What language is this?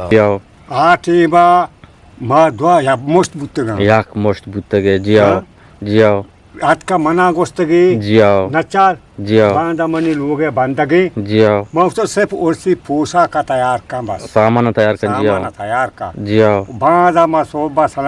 Eastern Balochi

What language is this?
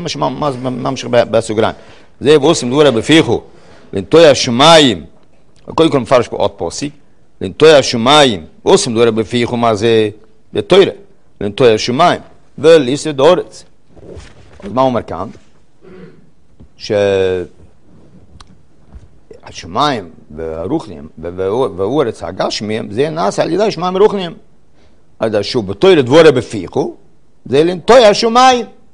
Hebrew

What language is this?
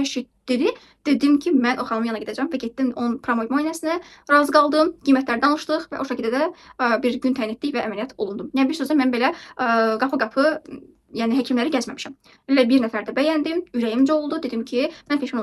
Azerbaijani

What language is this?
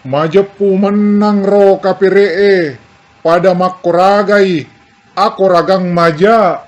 Buginese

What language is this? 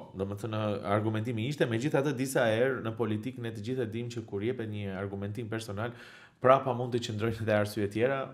Albanian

